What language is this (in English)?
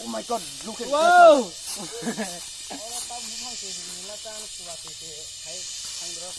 Kok Borok